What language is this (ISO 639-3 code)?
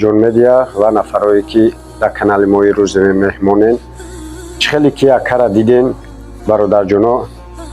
tgk